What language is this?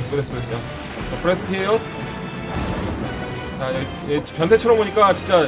Korean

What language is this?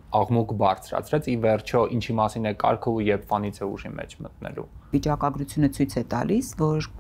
Armenian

